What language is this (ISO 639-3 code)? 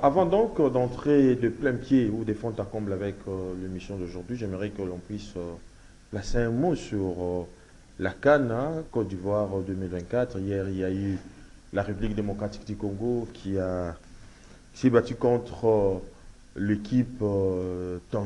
fra